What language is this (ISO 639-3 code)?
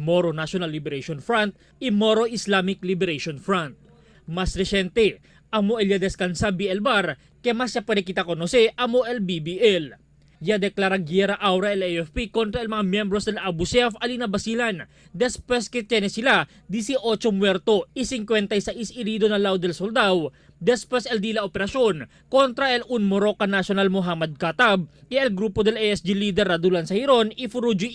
cbk